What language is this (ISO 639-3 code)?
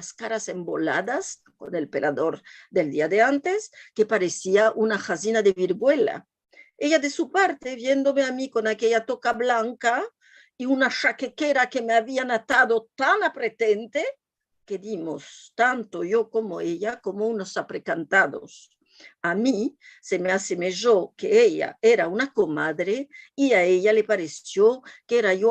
lad